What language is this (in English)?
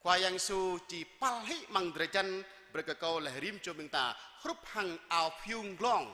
Jarai